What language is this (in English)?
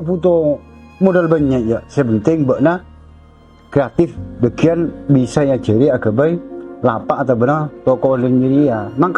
Madurese